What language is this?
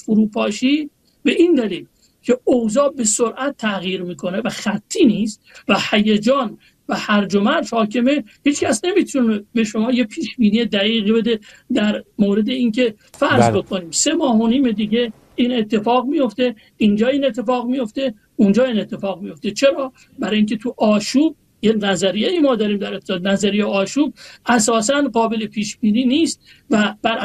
Persian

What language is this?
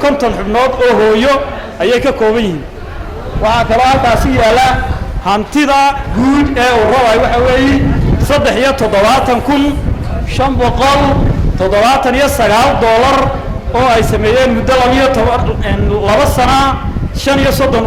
Somali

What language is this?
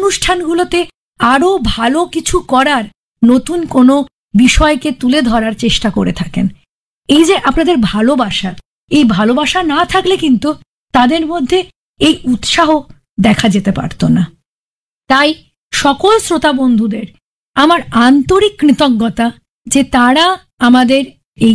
Bangla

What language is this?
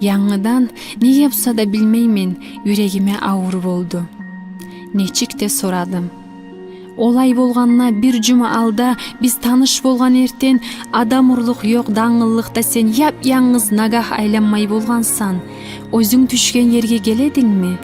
Kumyk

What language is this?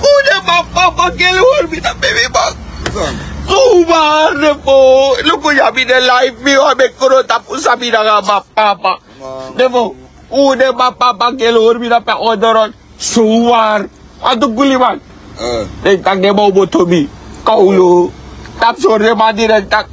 Sranan Tongo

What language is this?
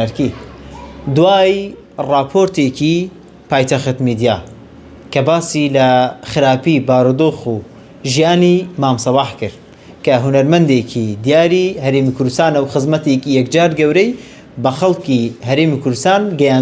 Central Kurdish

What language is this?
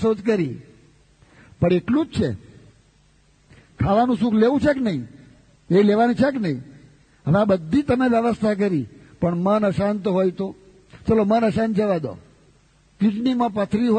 Gujarati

